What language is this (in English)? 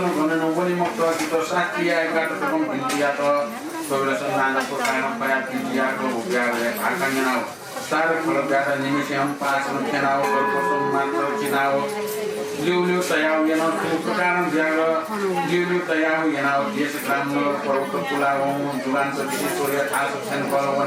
Newari